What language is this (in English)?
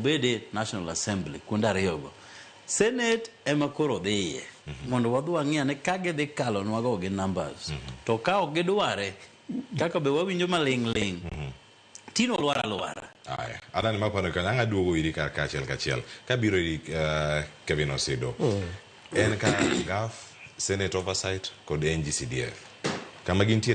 Luo (Kenya and Tanzania)